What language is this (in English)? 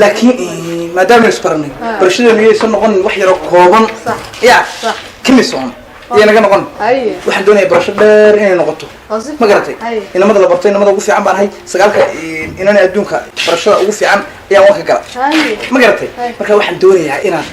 Somali